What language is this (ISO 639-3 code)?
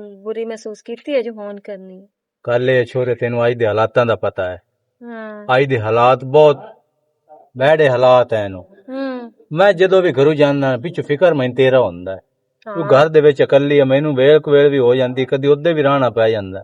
lah